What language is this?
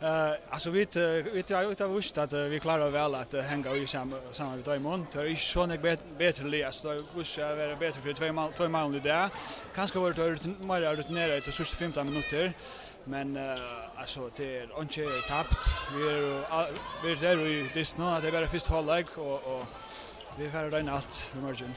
Faroese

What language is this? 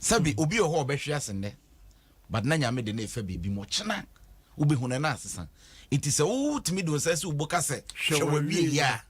Akan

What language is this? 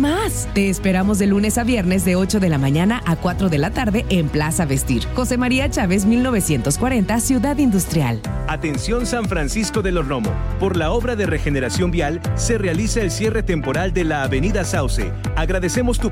Spanish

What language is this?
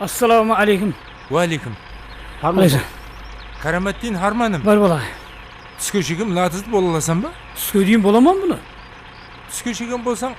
Kara-Kalpak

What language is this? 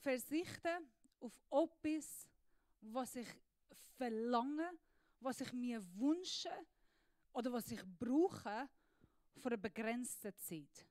Swiss German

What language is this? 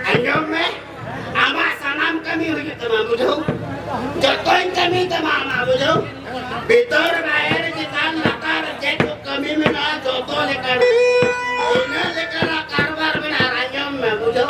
Santali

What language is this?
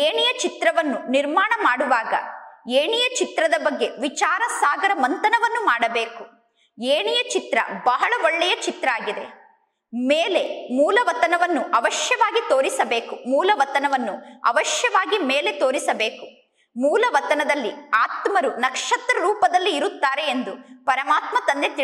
Kannada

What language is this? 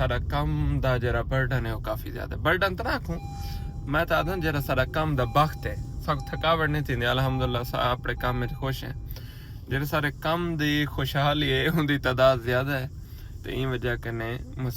Saraiki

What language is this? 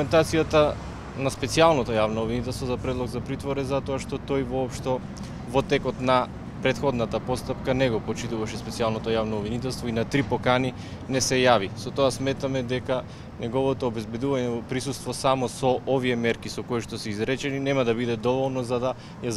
Macedonian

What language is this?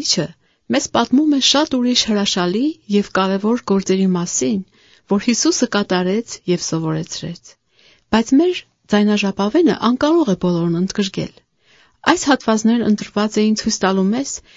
Armenian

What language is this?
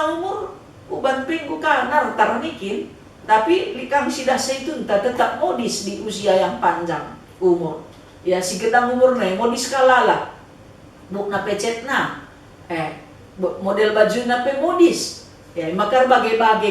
Batak Karo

